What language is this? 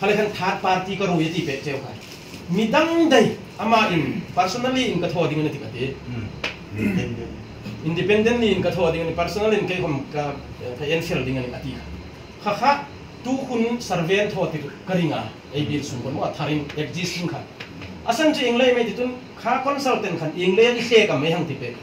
Hmar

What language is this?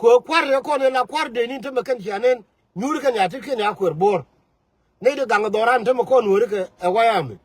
Nuer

